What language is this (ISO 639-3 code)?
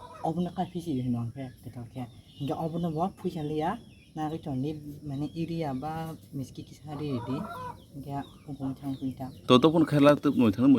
trp